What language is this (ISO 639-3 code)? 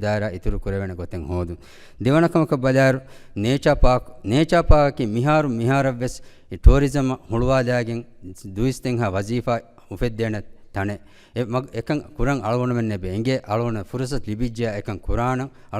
div